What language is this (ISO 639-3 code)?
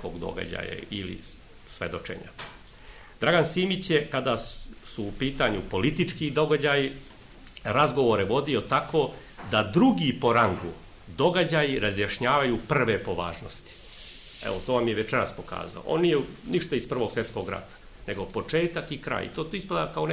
srp